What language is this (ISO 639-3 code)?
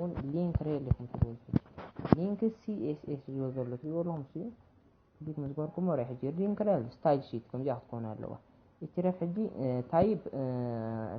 tir